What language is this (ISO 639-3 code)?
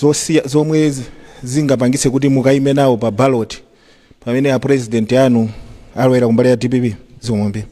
nya